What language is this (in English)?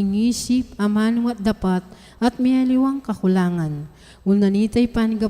Pampanga